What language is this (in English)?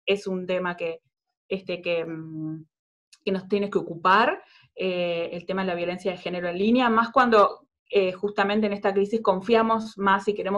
Spanish